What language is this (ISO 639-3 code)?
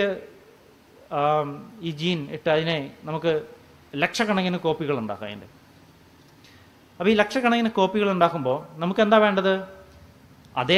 mal